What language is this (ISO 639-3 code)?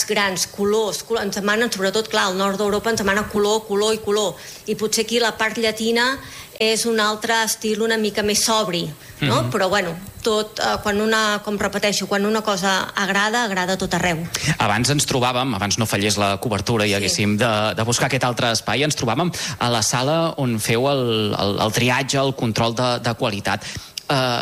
cat